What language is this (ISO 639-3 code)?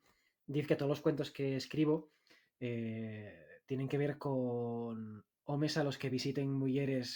ast